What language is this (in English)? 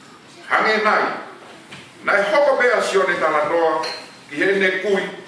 Tongan